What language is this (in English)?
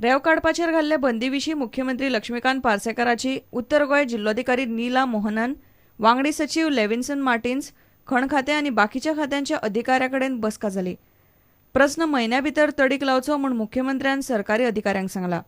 Konkani